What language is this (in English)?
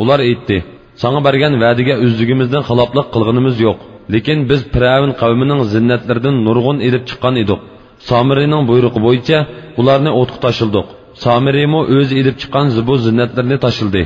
Uyghur